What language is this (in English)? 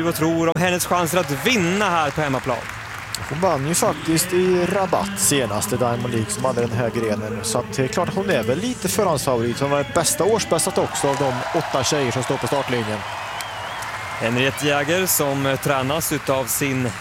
Swedish